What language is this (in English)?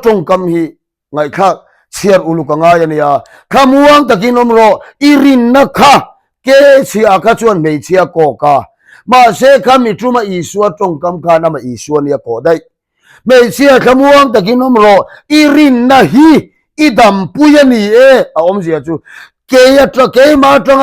Mizo